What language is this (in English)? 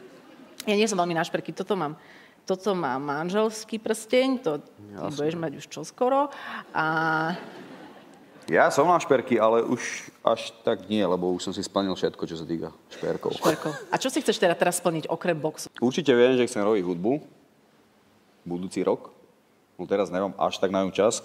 Slovak